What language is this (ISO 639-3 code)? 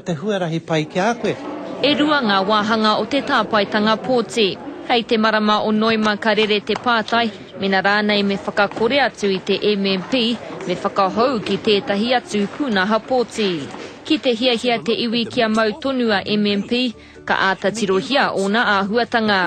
mri